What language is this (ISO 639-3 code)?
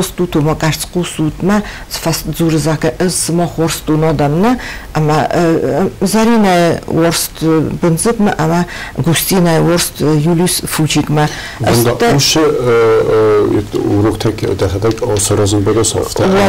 oss